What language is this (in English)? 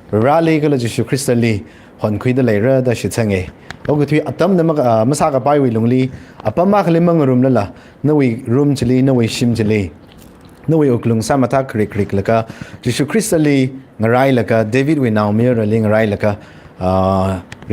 Tangkhul Naga (India)